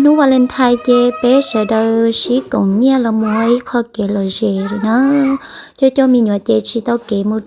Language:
Hmong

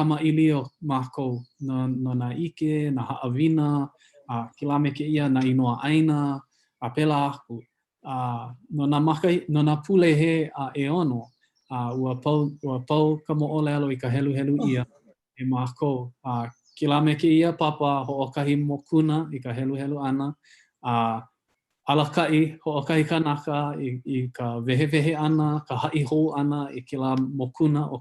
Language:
Hawaiian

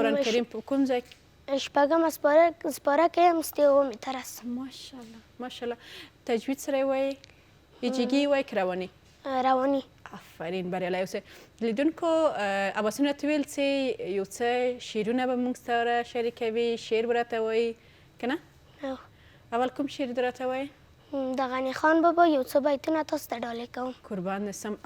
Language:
Pashto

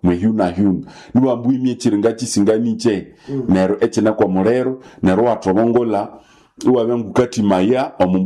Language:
Nande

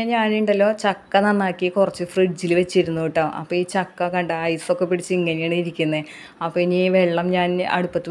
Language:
Malayalam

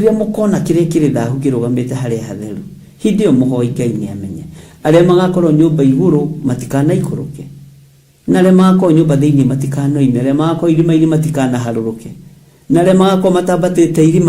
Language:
Kikuyu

